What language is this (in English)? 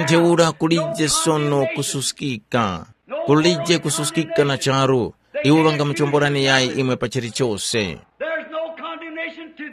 Tumbuka